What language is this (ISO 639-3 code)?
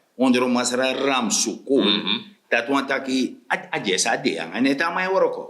srn